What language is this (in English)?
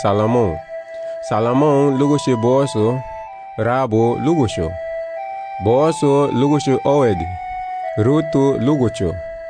Garifuna